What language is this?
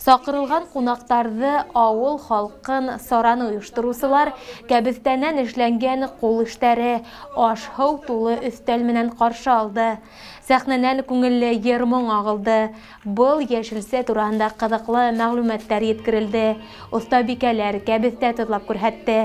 Bashkir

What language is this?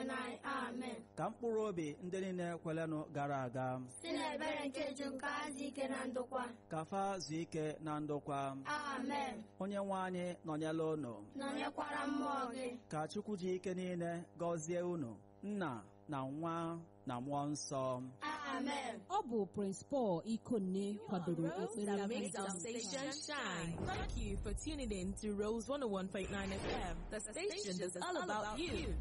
Igbo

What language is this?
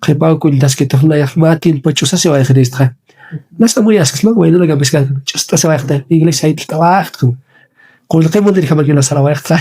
Aymara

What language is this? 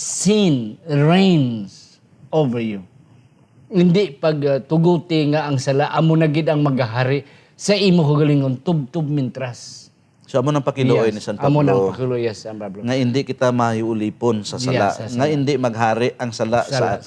Hiligaynon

